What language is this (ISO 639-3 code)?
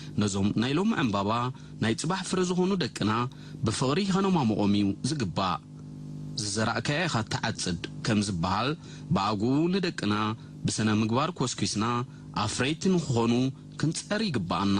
tir